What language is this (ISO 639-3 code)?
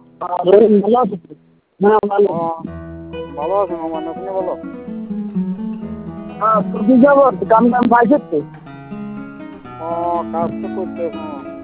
ben